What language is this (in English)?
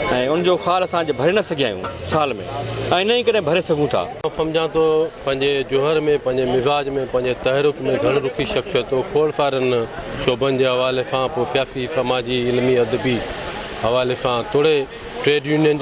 Sindhi